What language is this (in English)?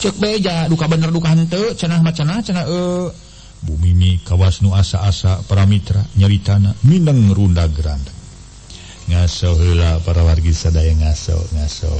Sundanese